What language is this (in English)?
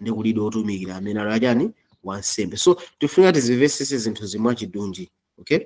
Nyanja